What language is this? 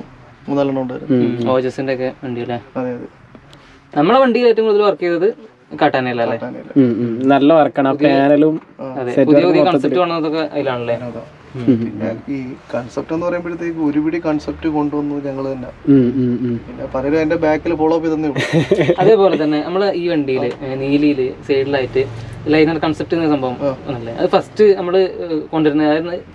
Malayalam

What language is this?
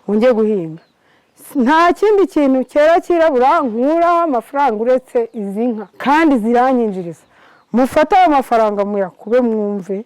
Kinyarwanda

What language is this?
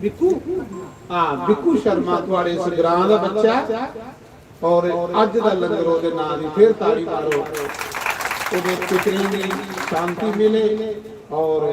Dogri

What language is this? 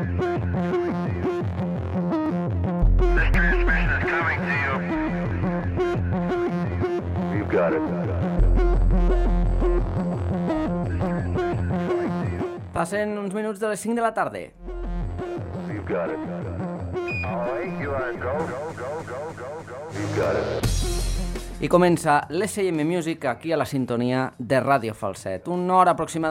Catalan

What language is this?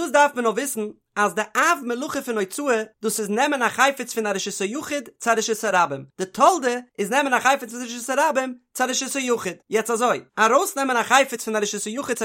Yiddish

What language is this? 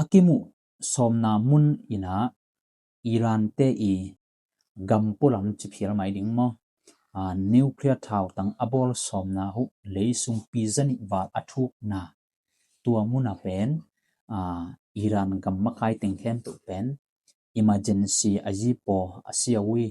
Tedim Chin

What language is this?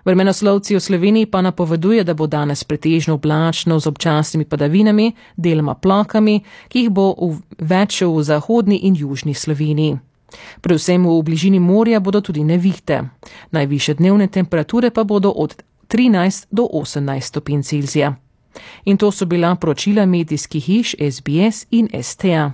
Slovenian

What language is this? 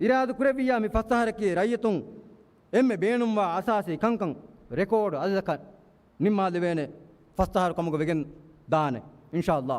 Divehi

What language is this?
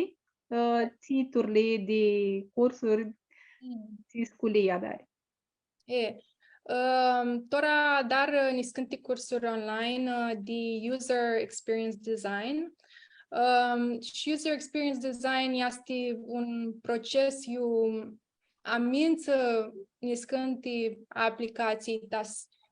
Aromanian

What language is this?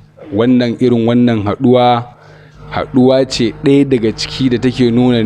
Hausa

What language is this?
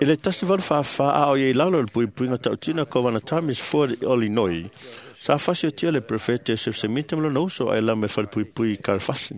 Samoan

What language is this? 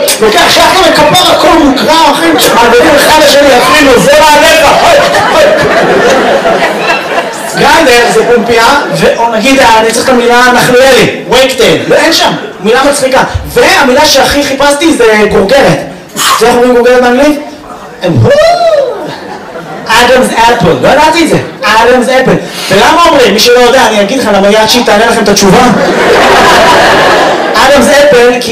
Hebrew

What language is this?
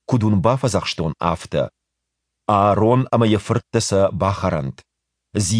Ossetic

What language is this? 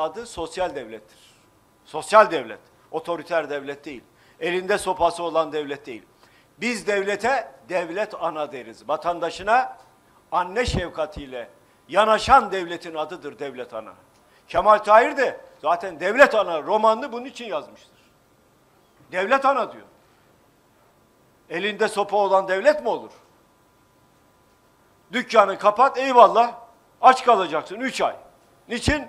Turkish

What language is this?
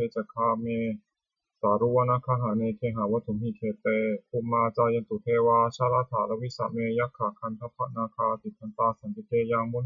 Pali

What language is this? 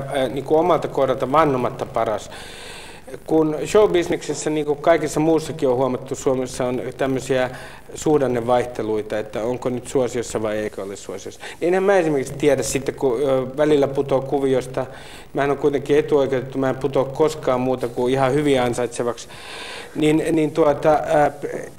Finnish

